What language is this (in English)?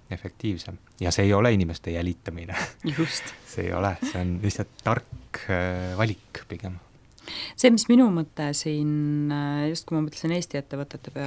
Estonian